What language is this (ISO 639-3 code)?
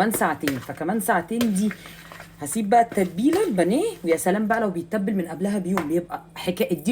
arz